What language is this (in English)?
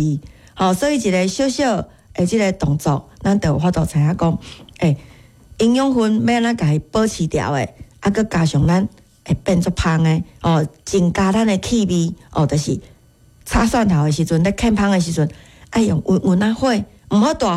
Min Nan Chinese